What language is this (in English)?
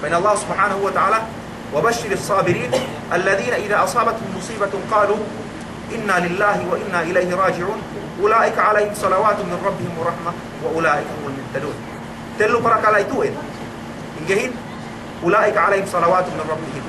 Yakan